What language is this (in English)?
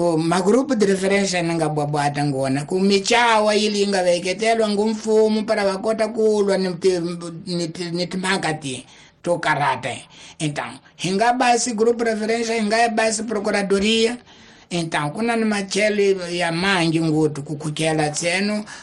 Tsonga